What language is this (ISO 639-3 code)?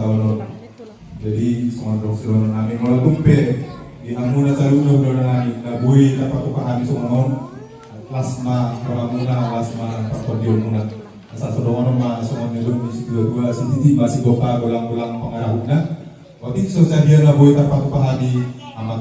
bbc